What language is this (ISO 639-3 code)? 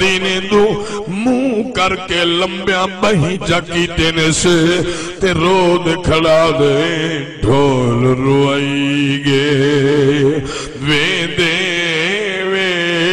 skr